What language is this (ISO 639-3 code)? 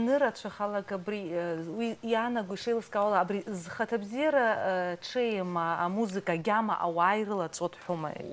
abk